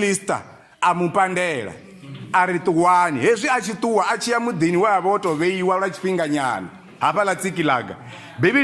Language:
Venda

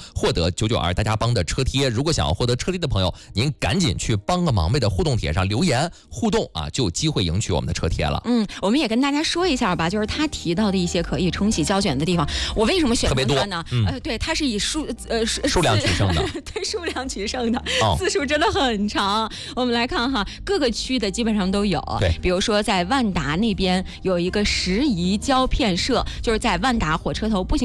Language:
Chinese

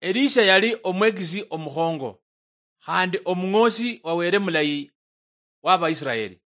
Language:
Luyia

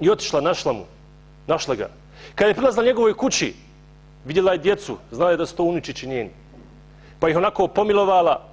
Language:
Bosnian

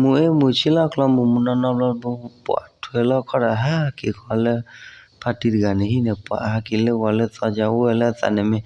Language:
S'gaw Karen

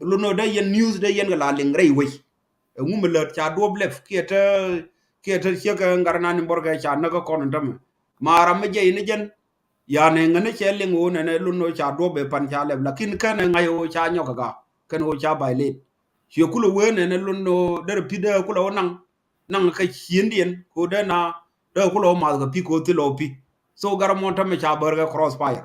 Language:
Nuer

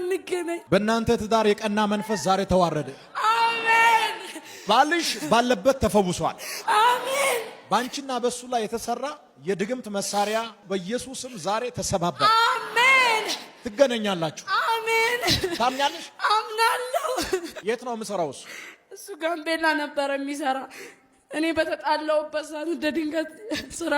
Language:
Amharic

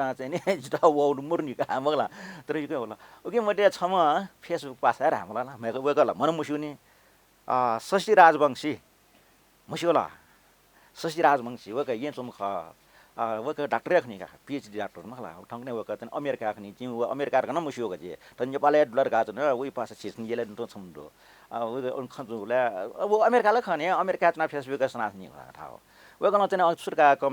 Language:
Newari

